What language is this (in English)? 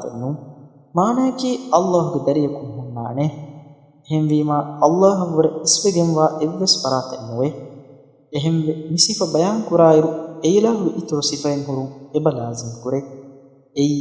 Divehi